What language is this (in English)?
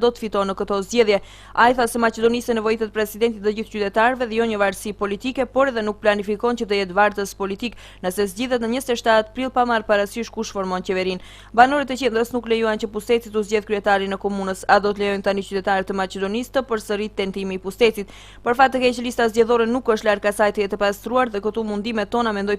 Albanian